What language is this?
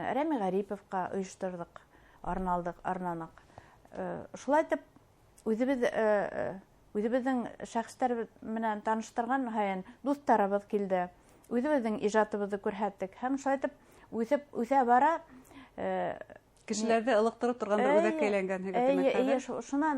Bashkir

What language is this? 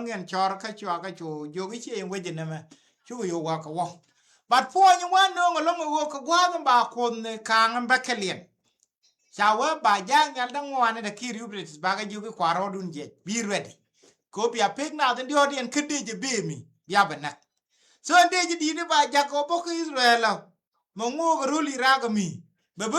Nuer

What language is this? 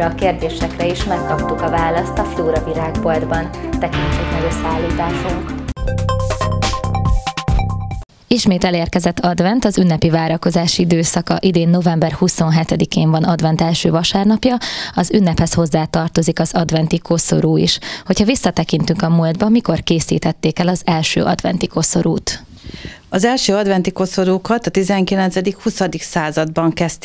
Hungarian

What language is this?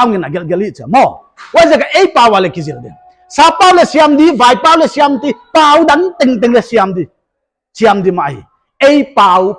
Paite Chin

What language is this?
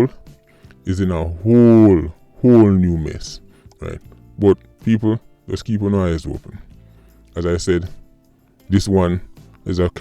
Jamaican Creole English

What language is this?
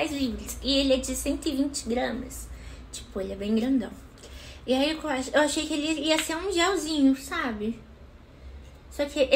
Portuguese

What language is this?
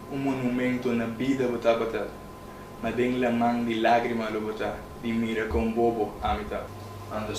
Papiamento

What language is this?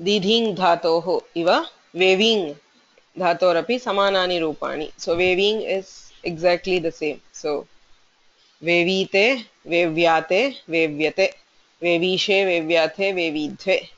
Sanskrit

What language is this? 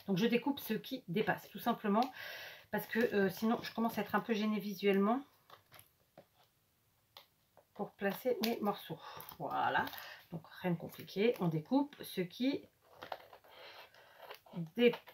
French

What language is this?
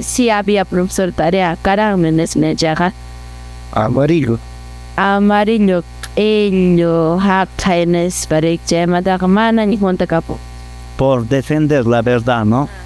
Quechua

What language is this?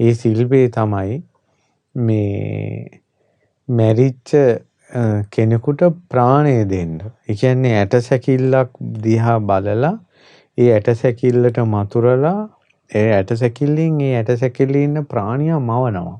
Sinhala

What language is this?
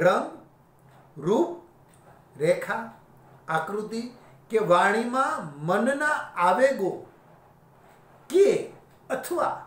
Gujarati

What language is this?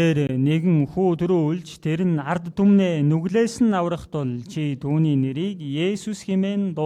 Mongolian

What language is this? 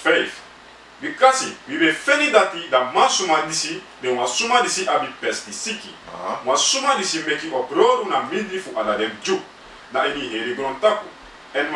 Sranan Tongo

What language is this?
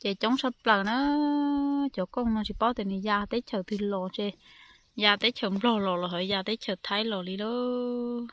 Hmong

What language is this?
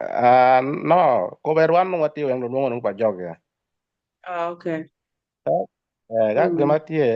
Acoli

